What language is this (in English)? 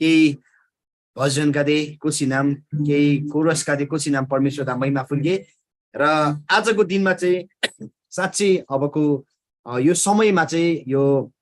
Eastern Tamang